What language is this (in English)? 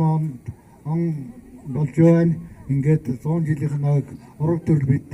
Mongolian